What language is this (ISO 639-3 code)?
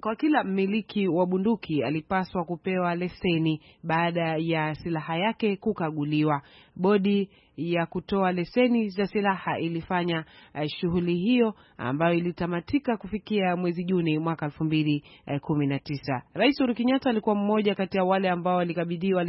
swa